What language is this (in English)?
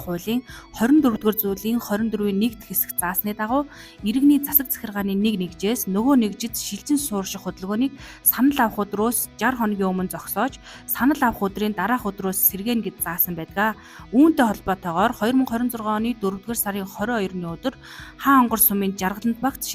Mongolian